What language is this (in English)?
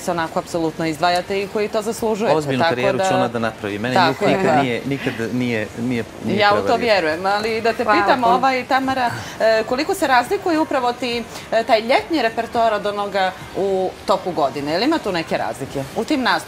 Bosnian